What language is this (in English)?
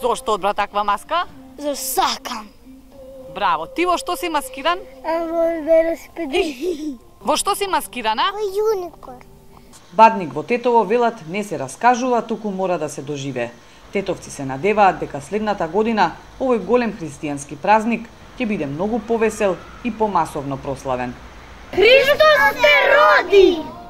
Macedonian